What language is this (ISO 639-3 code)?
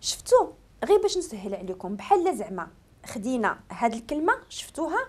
ary